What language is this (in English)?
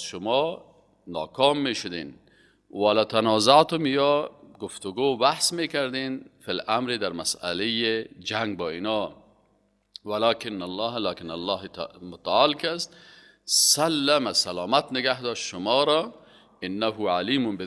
Persian